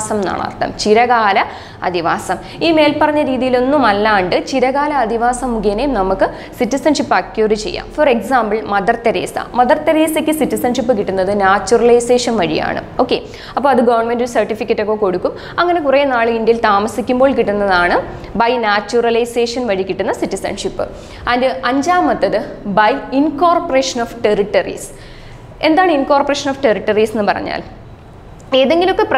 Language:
Malayalam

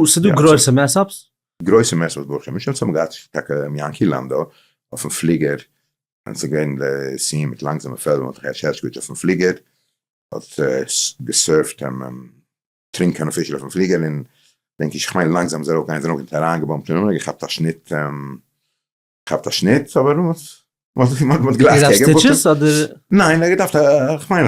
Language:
Yiddish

